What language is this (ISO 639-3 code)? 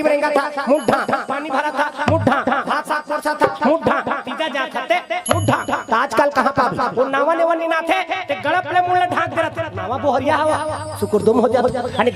hne